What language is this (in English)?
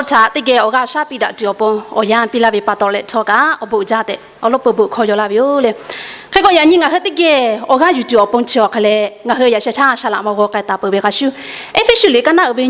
Lahu